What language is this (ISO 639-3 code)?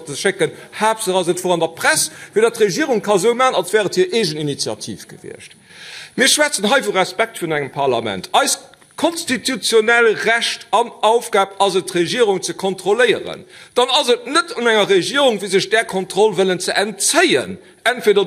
ltz